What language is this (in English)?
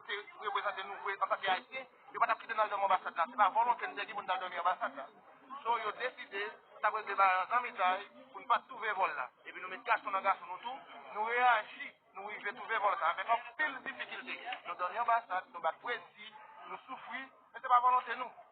Haitian Creole